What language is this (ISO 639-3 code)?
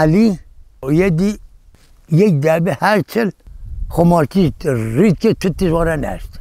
kur